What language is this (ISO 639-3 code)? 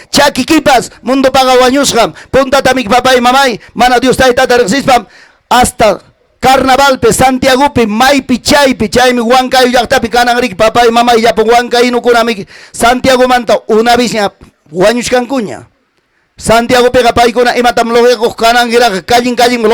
quy